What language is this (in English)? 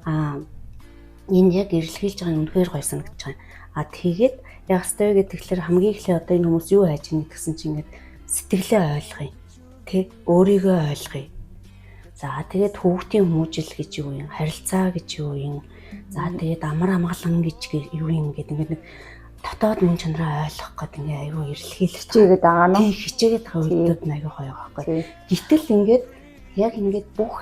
Mongolian